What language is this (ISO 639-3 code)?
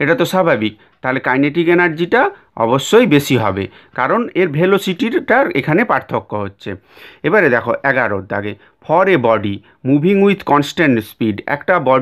ben